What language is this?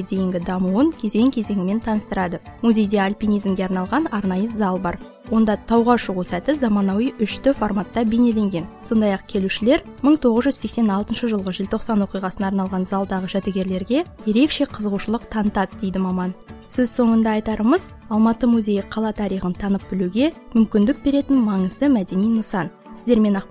Kazakh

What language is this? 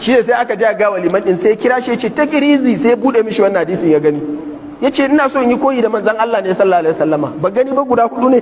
Hausa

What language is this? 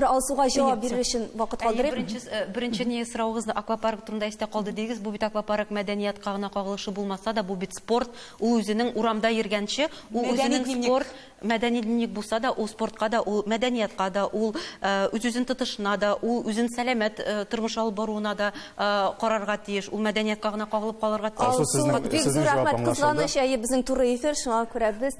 Tatar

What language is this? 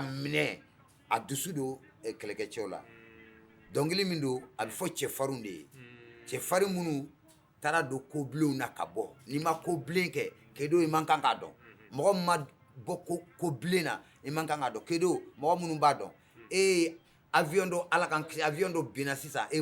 Bambara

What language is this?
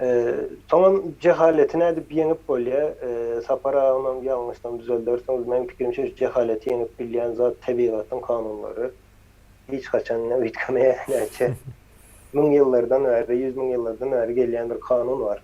Turkmen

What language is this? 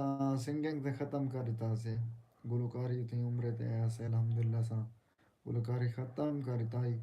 Saraiki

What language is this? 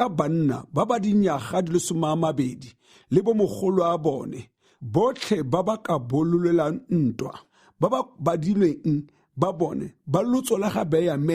Tswana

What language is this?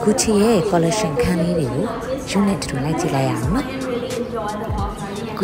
Burmese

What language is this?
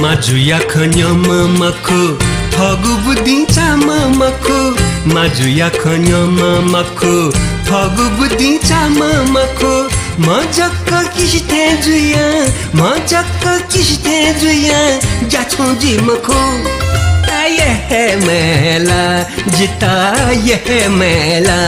Newari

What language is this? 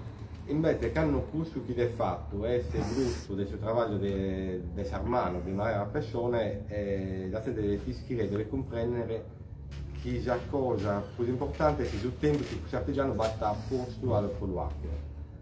Sardinian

